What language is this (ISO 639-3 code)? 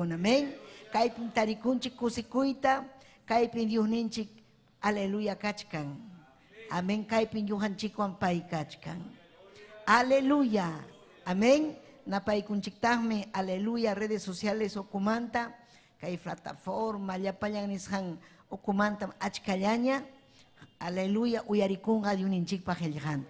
quy